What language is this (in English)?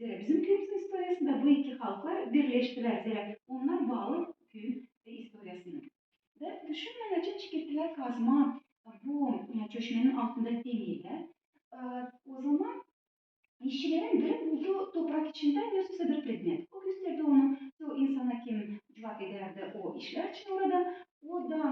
Gagauz